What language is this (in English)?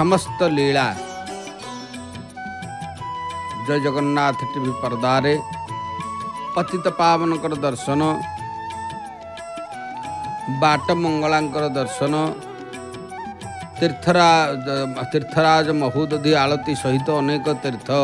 Odia